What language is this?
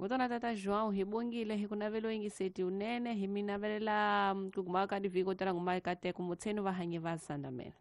Tsonga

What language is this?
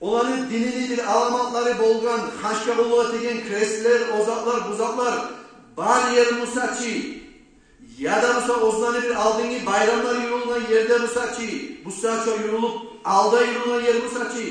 Kumyk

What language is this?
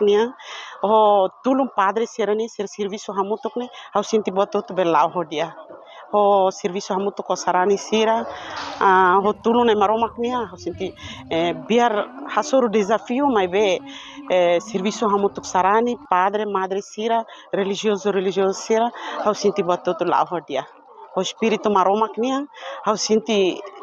Tetum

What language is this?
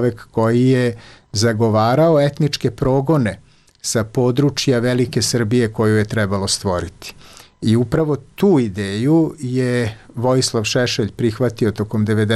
Serbian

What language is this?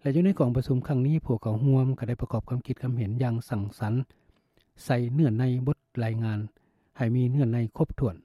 Lao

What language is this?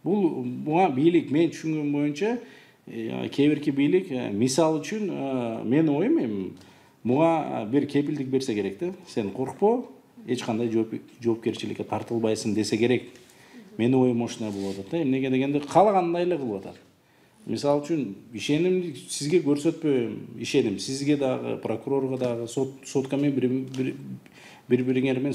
Kyrgyz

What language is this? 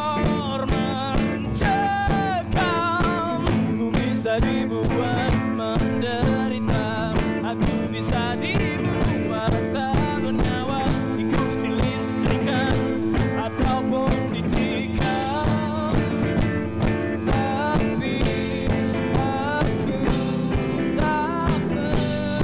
Indonesian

